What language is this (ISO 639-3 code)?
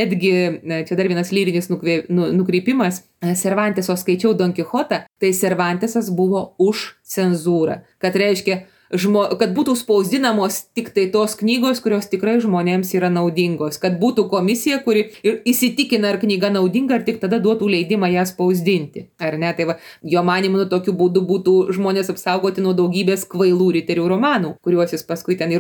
lit